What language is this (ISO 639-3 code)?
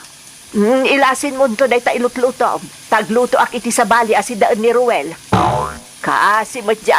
ilo